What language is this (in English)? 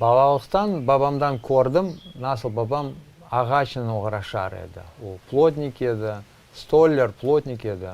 Crimean Tatar